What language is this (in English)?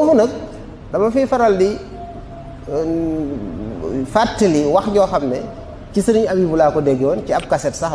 Wolof